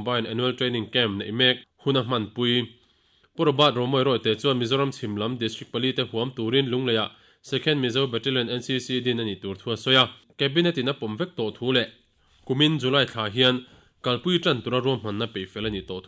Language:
Mizo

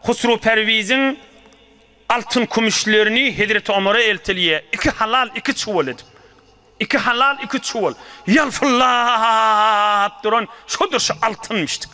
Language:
Turkmen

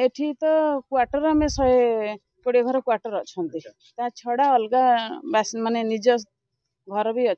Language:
Odia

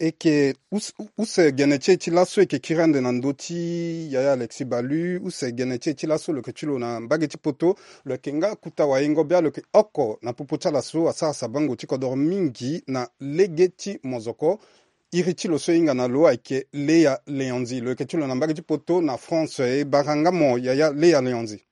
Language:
Sango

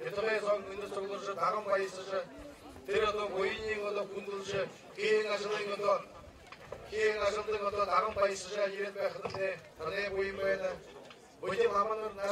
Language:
Buriat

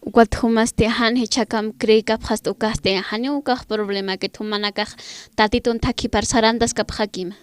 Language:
Aymara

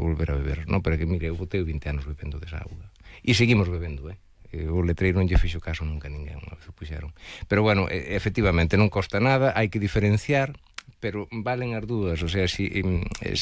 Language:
Galician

